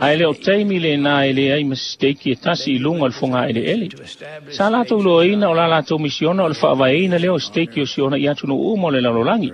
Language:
Samoan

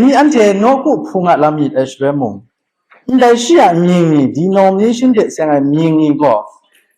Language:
Kachin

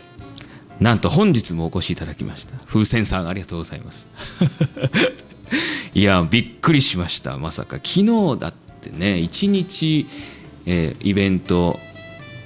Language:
Japanese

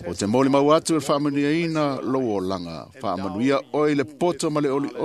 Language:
Samoan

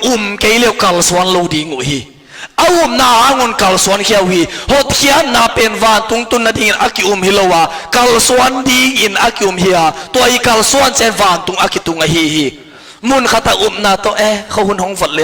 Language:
Tedim Chin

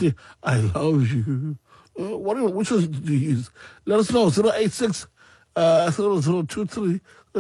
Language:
Xhosa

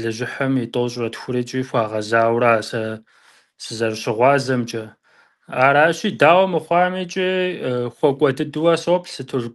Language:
Kabardian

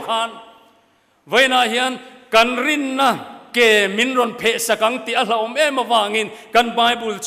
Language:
Mizo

